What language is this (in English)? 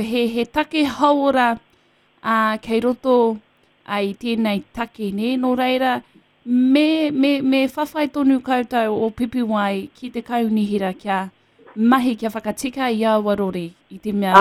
Māori